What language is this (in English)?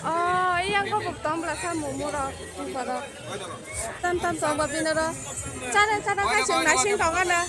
Kok Borok